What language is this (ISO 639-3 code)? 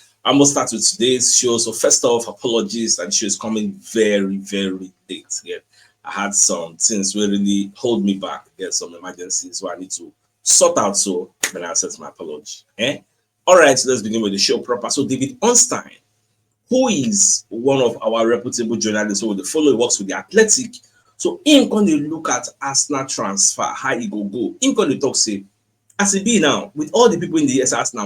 pcm